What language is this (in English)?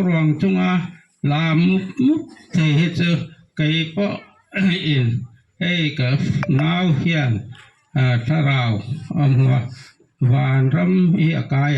Mizo